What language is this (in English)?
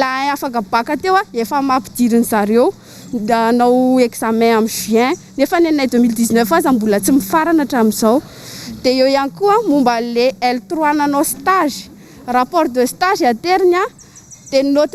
Malagasy